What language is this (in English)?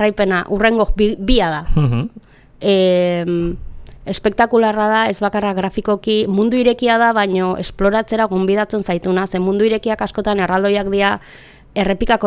Basque